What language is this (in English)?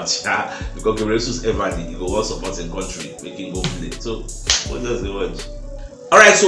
Nigerian Pidgin